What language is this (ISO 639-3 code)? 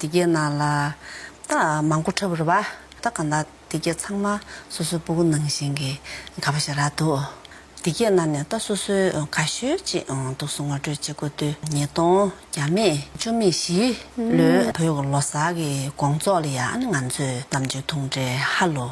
bod